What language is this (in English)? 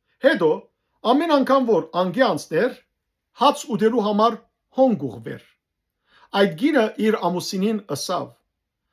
Western Armenian